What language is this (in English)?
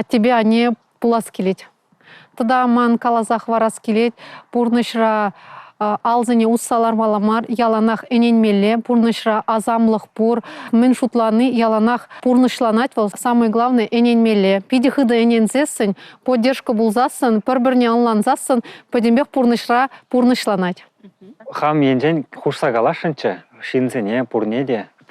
Chuvash